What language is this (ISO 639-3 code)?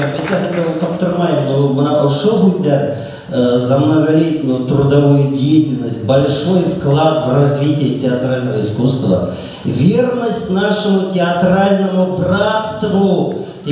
bak